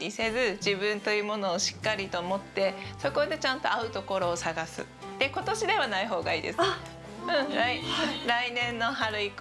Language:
Japanese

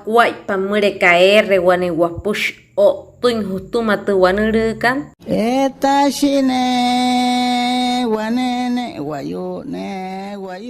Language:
Wayuu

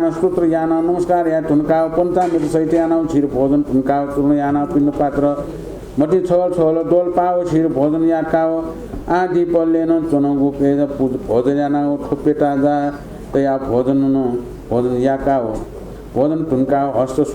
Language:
Newari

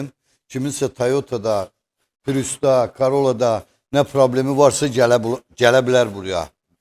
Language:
Azerbaijani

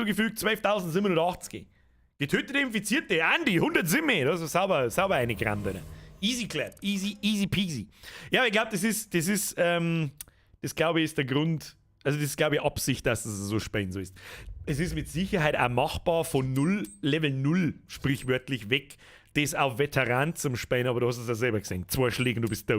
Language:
Bavarian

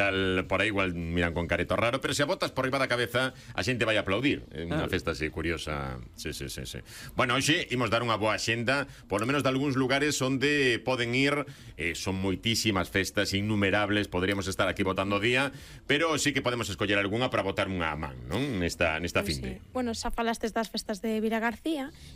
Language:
Galician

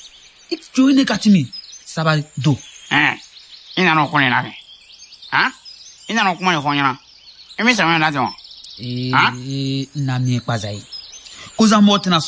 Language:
Bambara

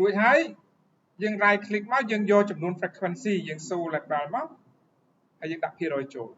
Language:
Khmer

